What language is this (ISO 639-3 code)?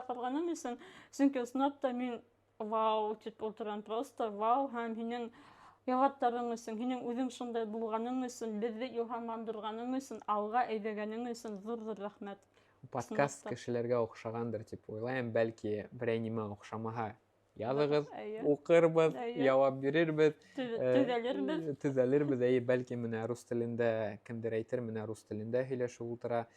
bak